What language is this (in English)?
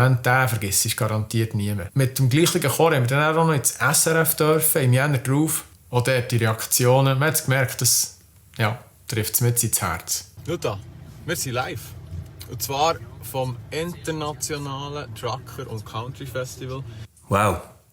Swiss German